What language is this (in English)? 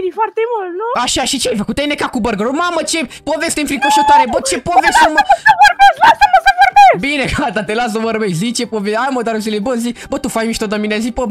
Romanian